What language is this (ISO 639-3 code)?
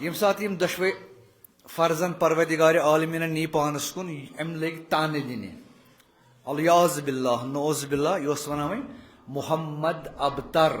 kas